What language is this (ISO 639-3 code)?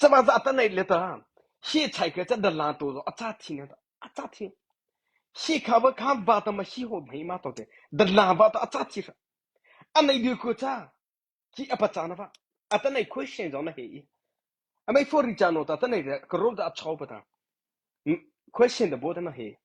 mrh